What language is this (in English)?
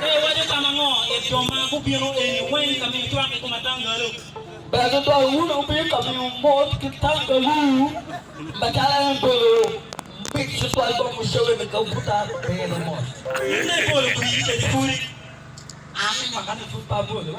Acoli